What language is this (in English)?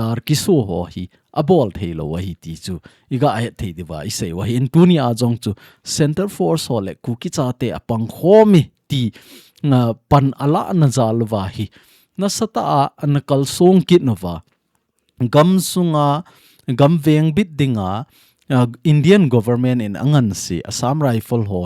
Thado Chin